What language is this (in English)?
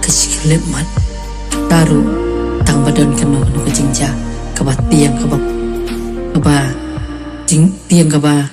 Khasi